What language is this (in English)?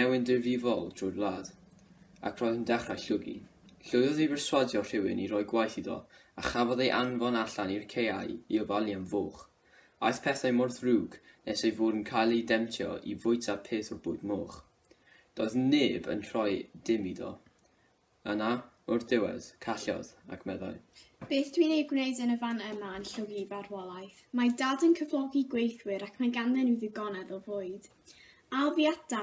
Welsh